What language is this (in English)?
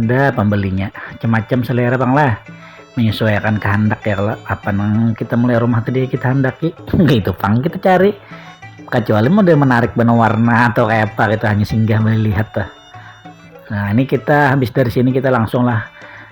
Banjar